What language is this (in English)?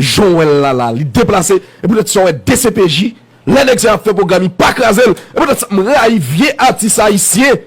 Haitian Creole